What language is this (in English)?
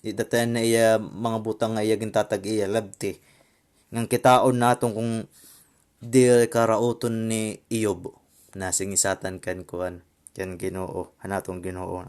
Waray